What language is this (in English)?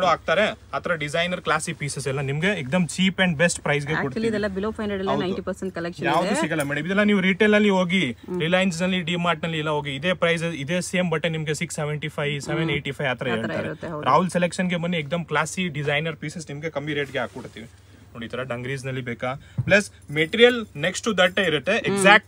Kannada